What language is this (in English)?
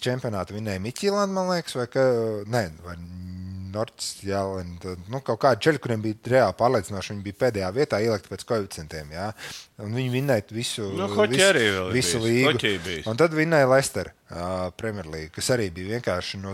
Latvian